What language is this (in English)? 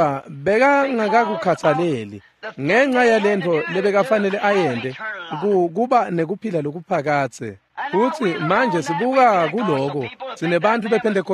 Swati